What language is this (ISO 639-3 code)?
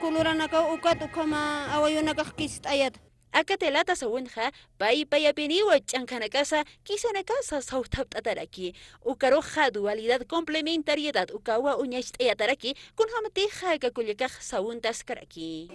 aym